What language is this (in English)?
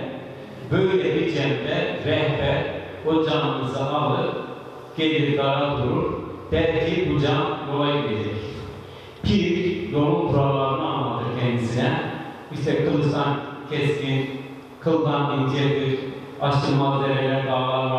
Turkish